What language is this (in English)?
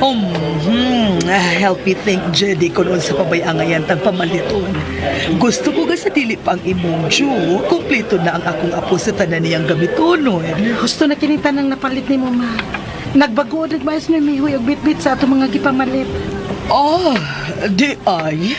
Cebuano